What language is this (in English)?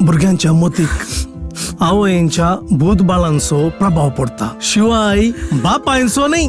Konkani